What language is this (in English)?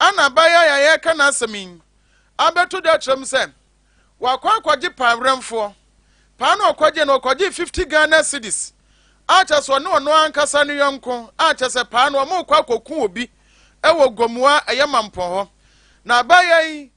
Akan